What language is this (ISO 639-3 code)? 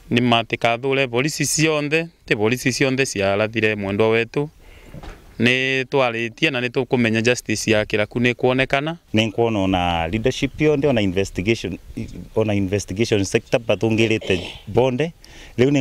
mer